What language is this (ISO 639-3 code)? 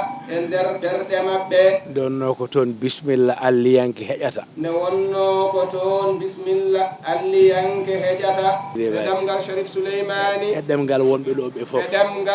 ful